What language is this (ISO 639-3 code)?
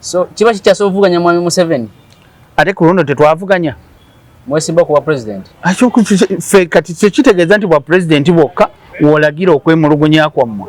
lug